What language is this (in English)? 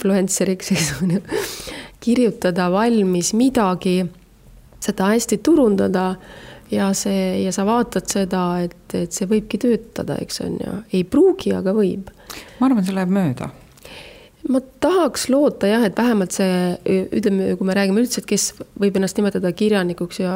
Estonian